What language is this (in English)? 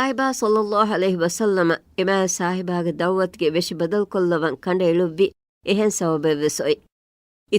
Divehi